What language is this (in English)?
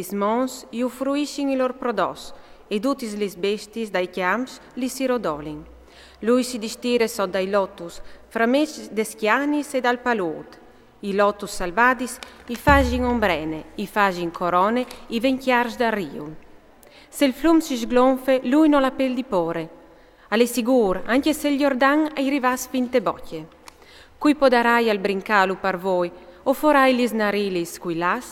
Friulian